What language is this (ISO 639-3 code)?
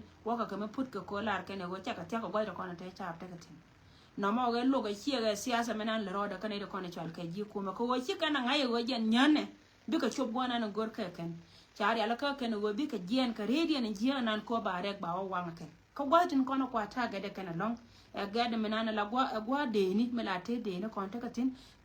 nus